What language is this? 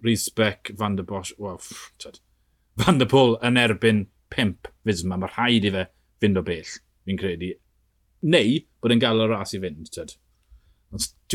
Welsh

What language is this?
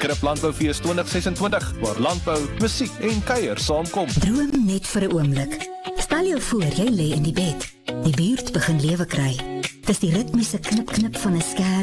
Afrikaans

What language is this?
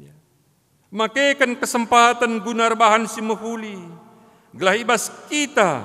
Batak Karo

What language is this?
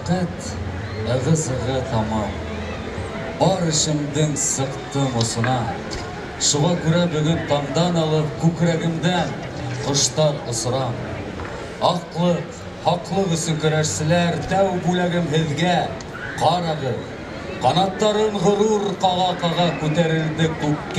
Bashkir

